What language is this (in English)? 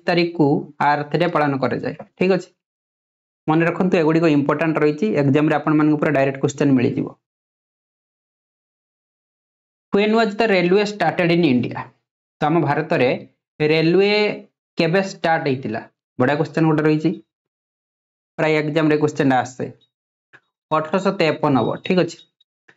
Odia